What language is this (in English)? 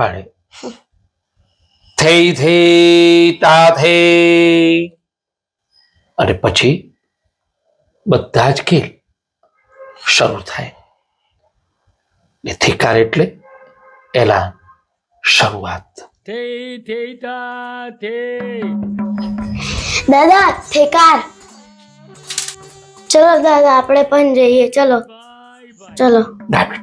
Gujarati